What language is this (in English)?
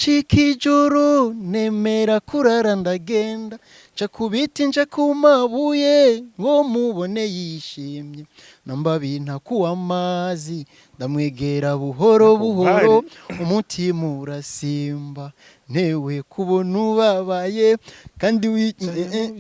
Rundi